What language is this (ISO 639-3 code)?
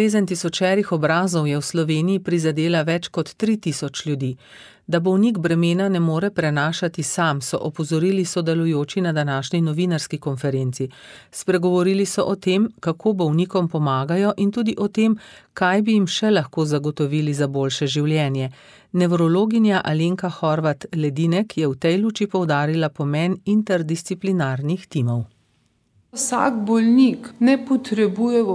slv